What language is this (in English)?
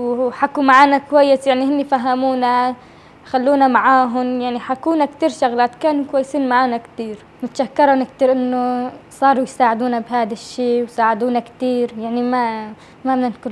Kurdish